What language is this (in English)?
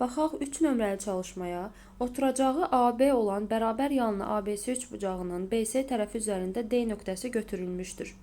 Azerbaijani